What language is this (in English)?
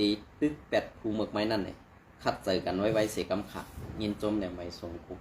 Shan